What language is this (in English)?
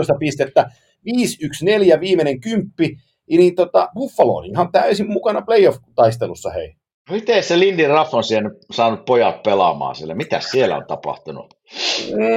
Finnish